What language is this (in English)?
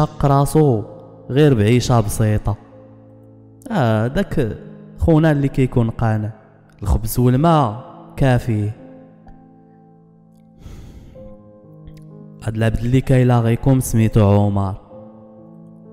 Moroccan Arabic